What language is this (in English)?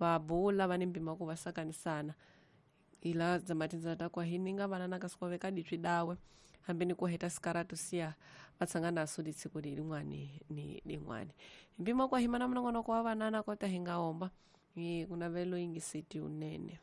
Tsonga